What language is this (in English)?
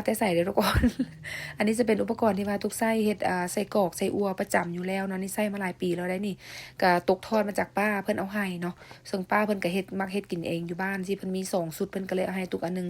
Lao